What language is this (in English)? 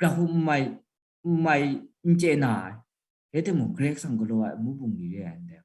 Kachin